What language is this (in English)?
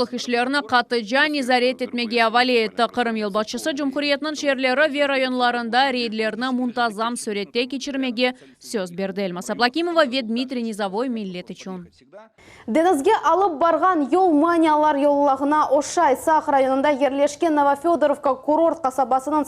Crimean Tatar